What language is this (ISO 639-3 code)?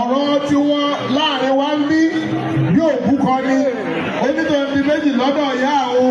yor